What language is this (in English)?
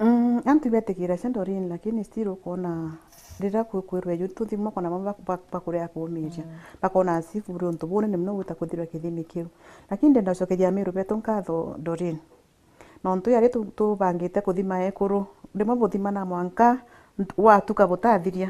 Meru